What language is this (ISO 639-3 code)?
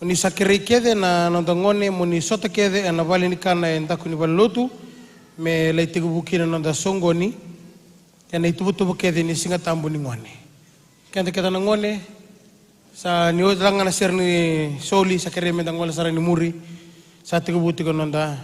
fij